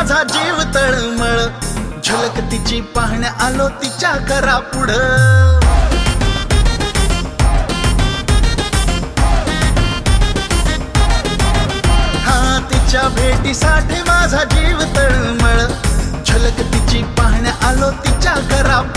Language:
Marathi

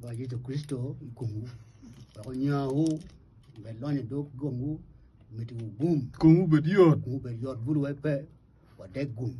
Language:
Acoli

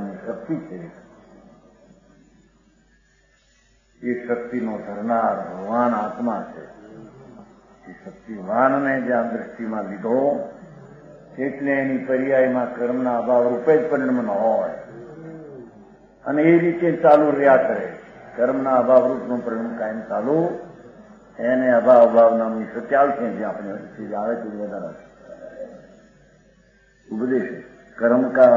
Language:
Gujarati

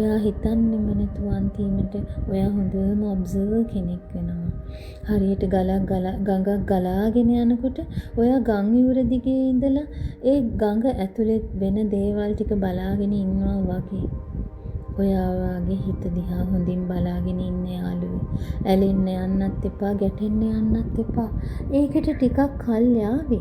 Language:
Sinhala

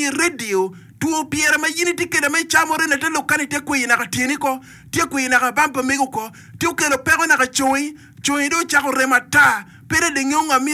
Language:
Acoli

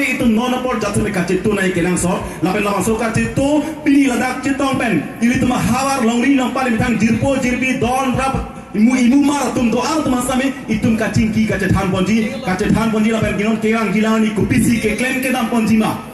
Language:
Karbi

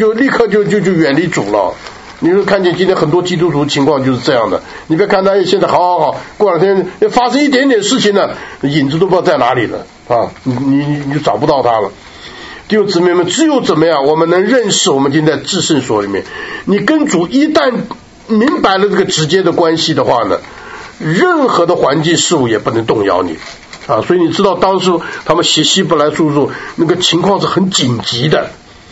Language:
Chinese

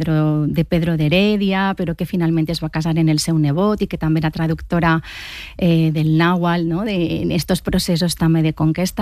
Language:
Catalan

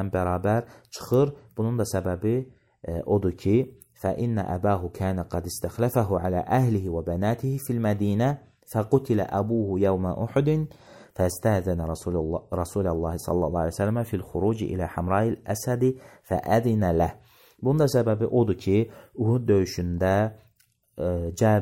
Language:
Azerbaijani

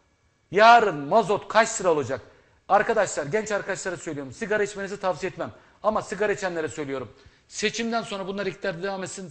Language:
Turkish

